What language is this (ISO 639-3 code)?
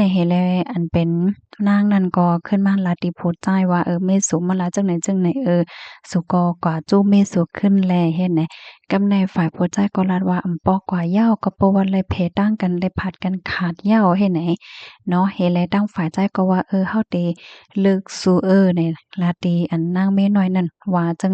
shn